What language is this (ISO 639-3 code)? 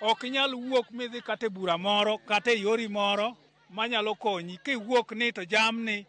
luo